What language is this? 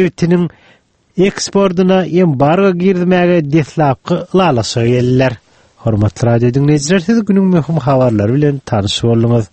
Turkmen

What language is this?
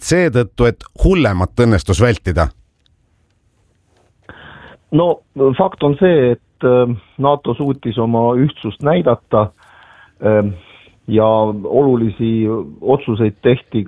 Estonian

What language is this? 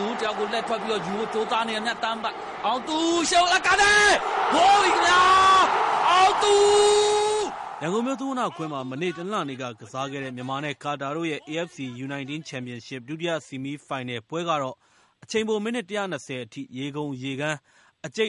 Burmese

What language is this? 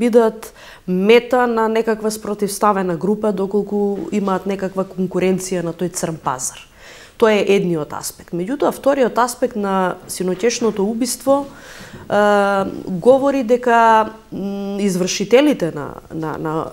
Macedonian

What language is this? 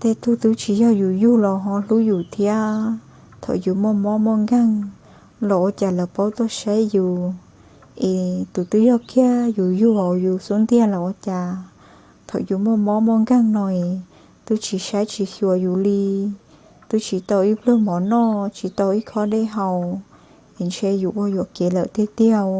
Hmong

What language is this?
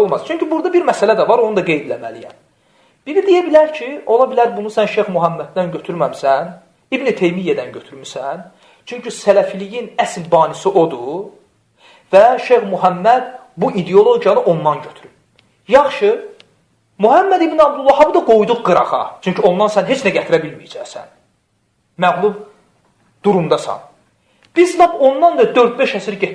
Azerbaijani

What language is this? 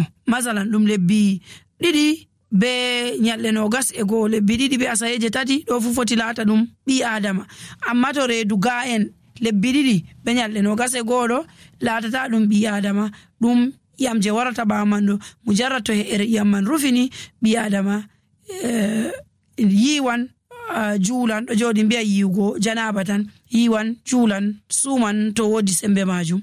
Nigerian Fulfulde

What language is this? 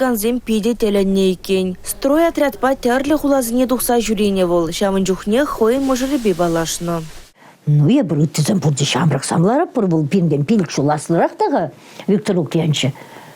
Chuvash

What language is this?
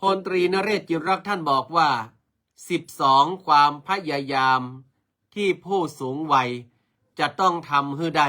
Northern Thai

